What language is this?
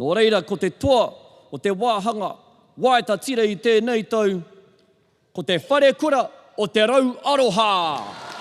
Māori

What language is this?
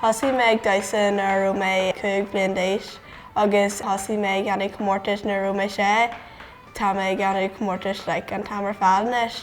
Irish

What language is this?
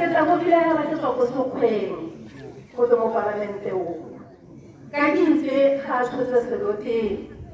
Tswana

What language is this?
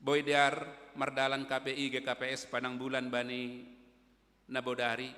Batak Simalungun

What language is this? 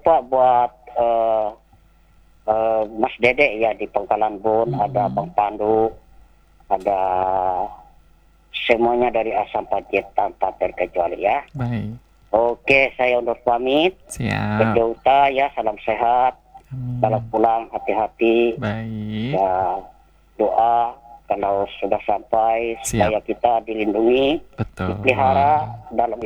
Indonesian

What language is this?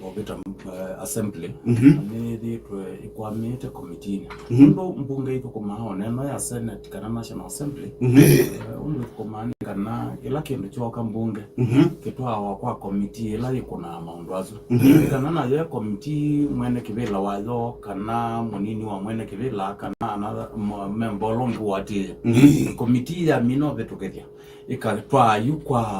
Kamba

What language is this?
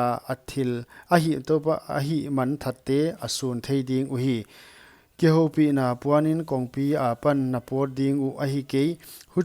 Paite Chin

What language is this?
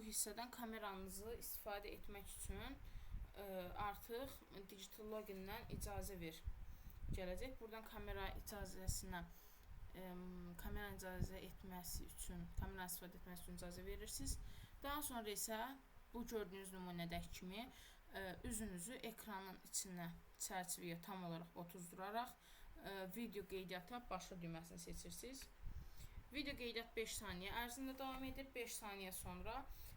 Azerbaijani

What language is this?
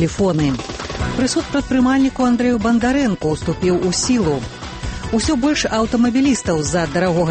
Belarusian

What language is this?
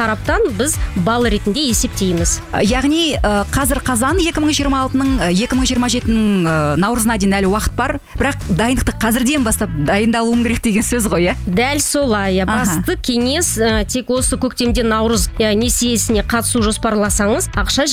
Kazakh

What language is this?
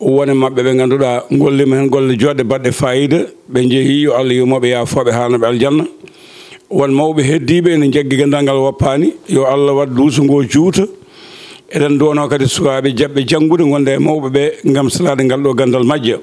Fula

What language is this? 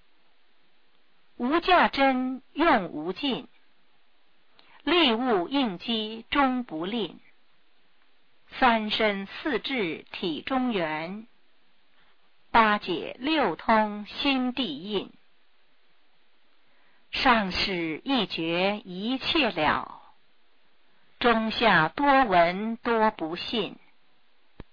Chinese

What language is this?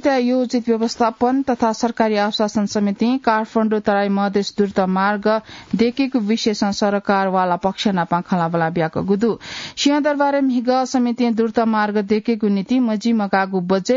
Newari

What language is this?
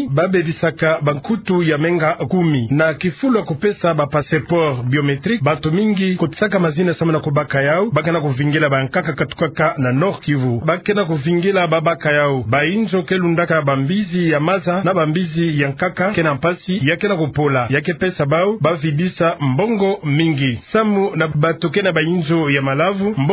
Kituba (Democratic Republic of Congo)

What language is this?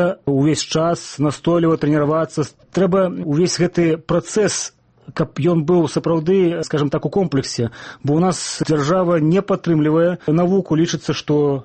Belarusian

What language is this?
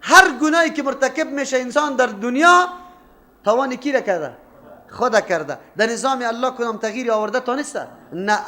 Persian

